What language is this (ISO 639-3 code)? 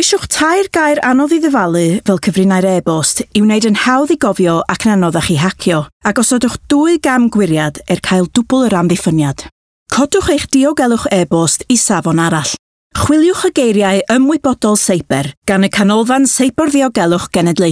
cym